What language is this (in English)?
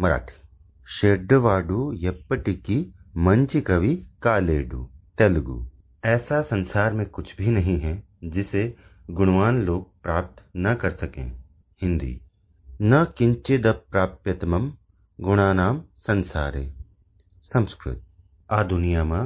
Sanskrit